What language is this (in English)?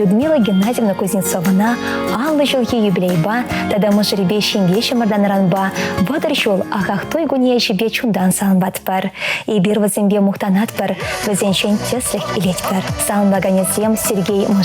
Chuvash